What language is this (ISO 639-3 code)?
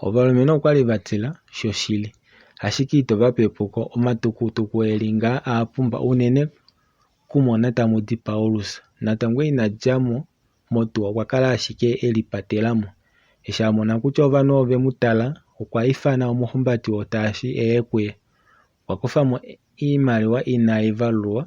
kua